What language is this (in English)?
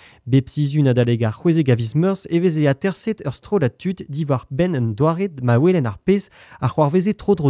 Breton